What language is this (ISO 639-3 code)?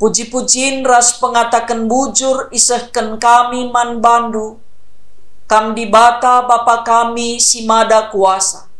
btx